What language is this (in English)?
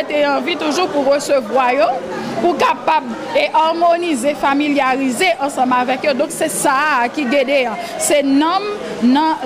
Haitian Creole